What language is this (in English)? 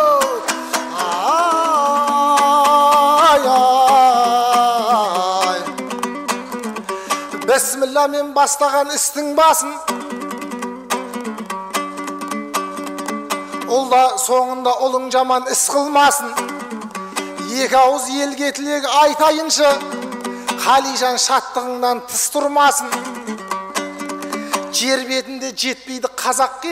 Kazakh